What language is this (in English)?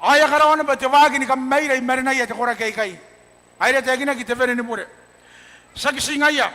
Gilbertese